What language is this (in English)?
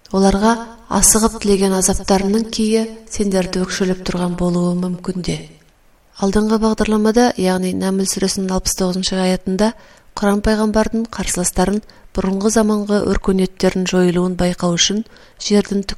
Kazakh